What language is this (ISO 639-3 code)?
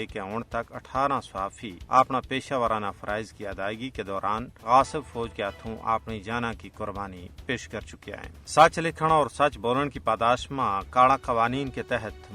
gju